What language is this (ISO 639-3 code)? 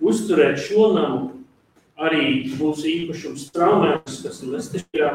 lav